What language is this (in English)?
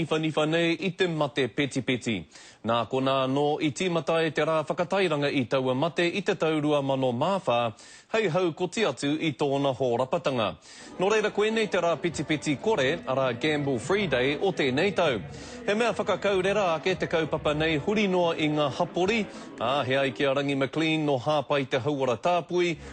Māori